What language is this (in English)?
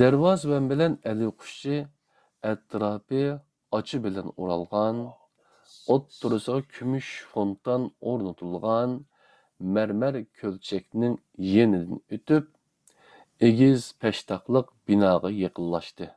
Uyghur